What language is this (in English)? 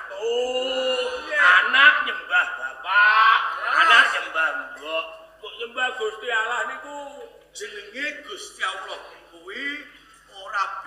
Javanese